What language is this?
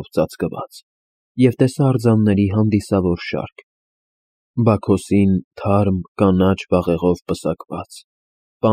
Armenian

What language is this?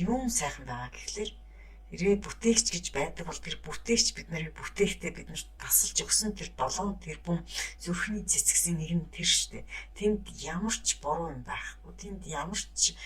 Mongolian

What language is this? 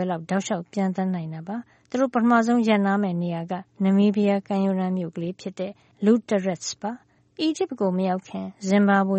Burmese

